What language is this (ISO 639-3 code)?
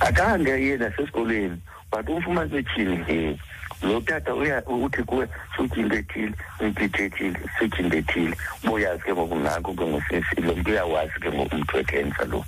xho